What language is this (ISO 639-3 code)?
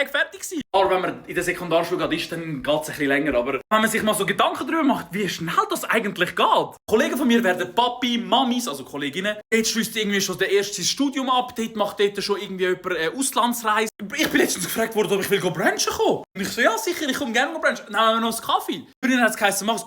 gsw